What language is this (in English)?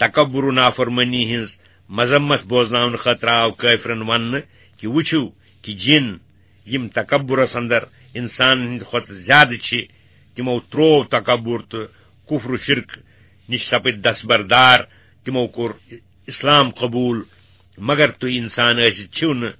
Kashmiri